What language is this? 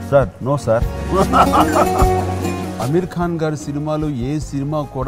Telugu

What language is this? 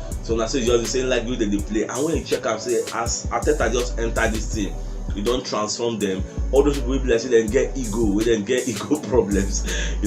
Nigerian Pidgin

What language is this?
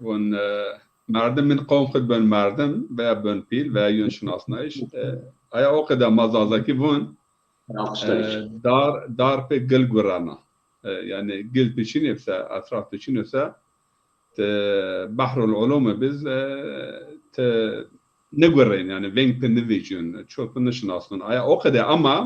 Zaza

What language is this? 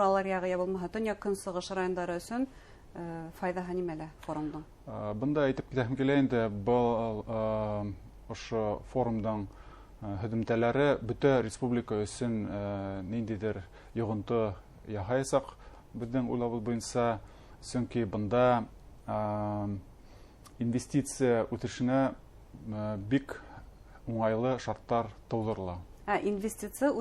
Bashkir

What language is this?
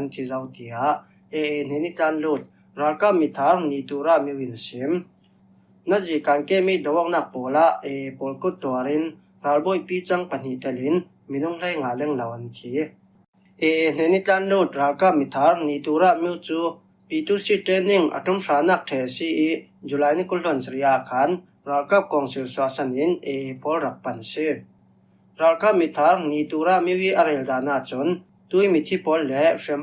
Falam Chin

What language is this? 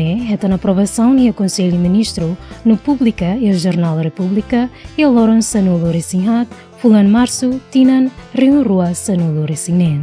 Tetum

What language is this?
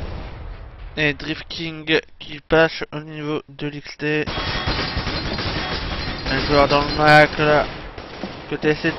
French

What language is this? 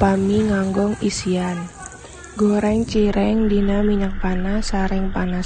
Sundanese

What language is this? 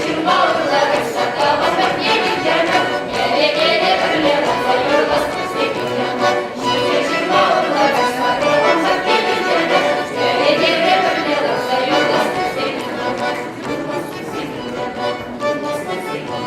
Chuvash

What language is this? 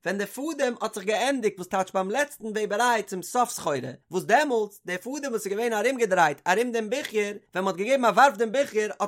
Yiddish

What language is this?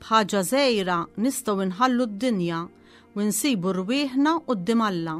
Maltese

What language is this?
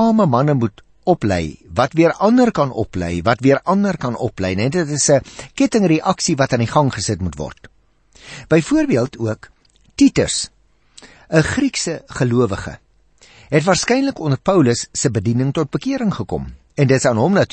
Afrikaans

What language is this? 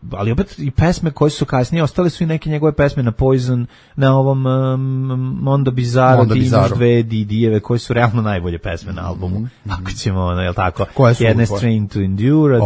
Serbian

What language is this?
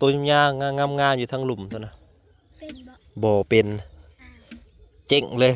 Northeastern Thai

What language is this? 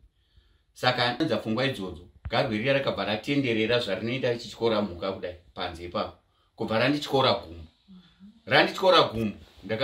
Shona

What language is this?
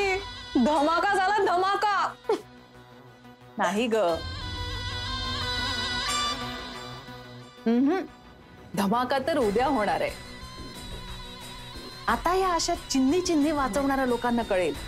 Marathi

